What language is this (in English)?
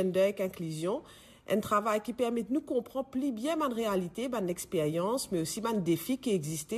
Morisyen